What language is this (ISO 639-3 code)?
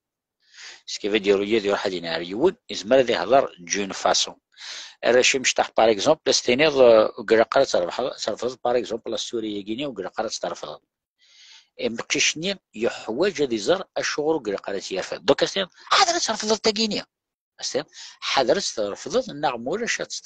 kab